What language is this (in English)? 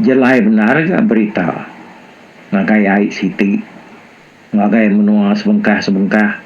Iban